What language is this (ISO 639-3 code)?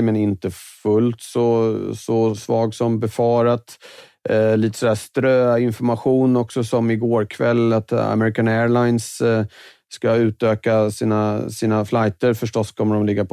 swe